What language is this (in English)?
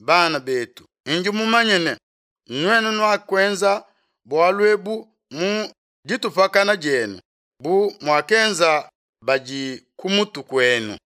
Luba-Lulua